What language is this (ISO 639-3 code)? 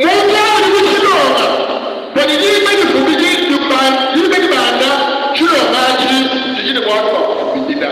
lua